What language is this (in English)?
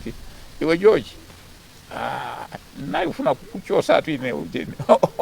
Nyanja